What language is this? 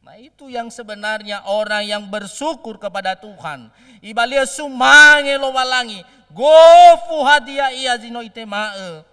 Nias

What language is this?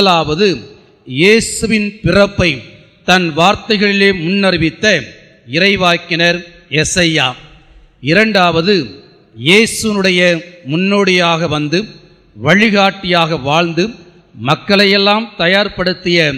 Tamil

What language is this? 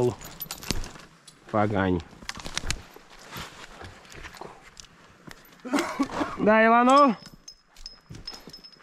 Slovak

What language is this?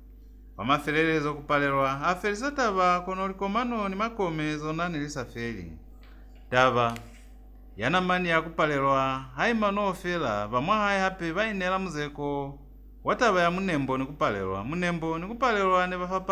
Lozi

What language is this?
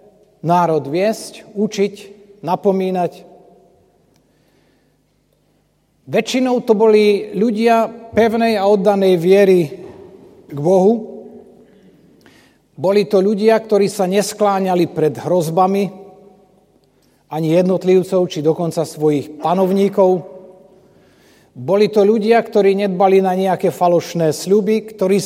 Slovak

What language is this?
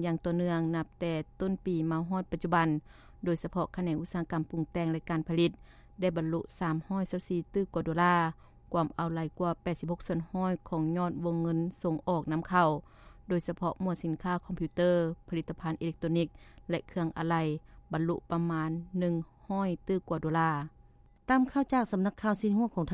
Lao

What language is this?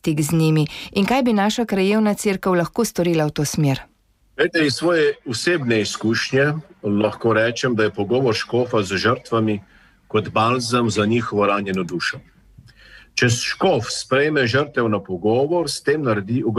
Slovenian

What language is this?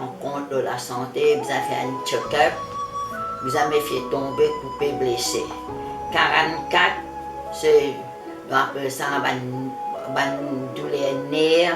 Morisyen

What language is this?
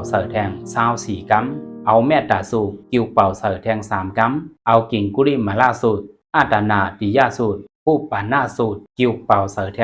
Shan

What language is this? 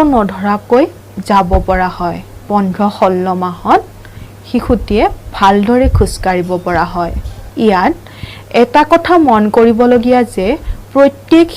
Assamese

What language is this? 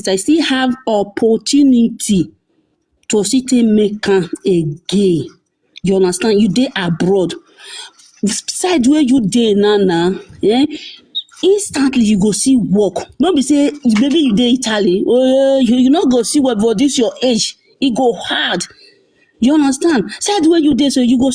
Nigerian Pidgin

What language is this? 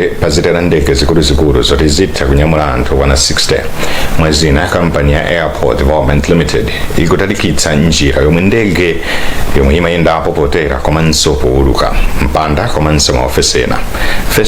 Nyanja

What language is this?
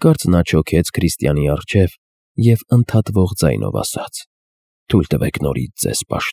Armenian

